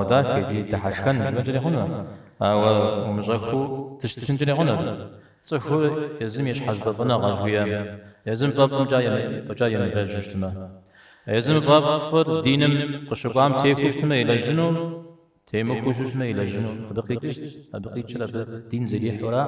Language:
Kabardian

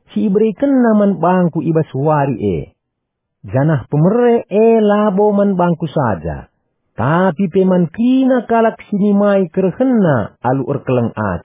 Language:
Batak Karo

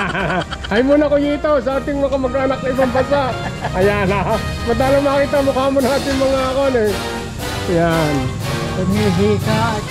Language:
Filipino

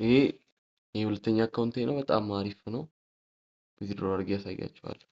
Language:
Amharic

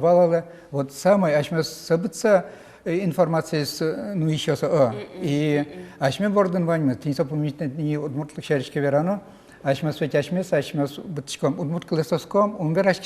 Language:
Udmurt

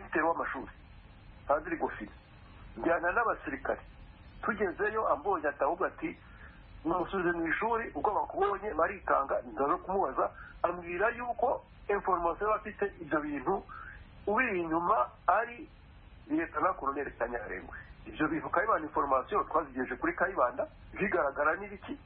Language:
Kinyarwanda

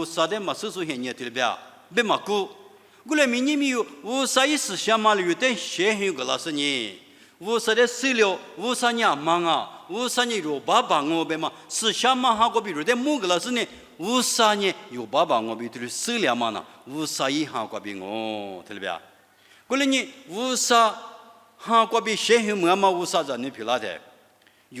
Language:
Lisu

